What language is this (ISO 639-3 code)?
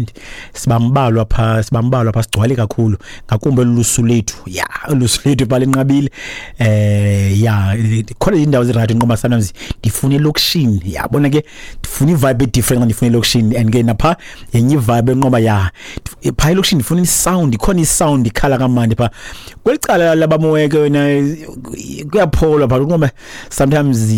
xho